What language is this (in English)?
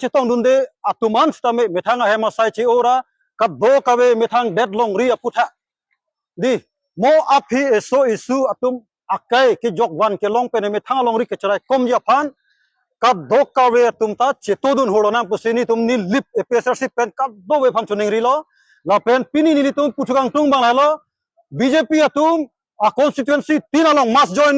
Karbi